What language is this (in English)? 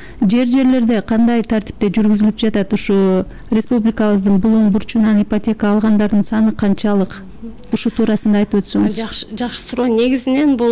Kyrgyz